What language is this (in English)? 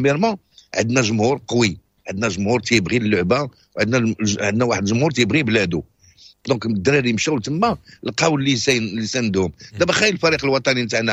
Moroccan Arabic